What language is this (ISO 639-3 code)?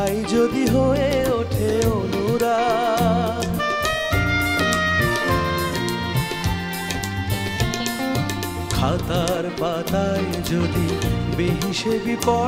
ben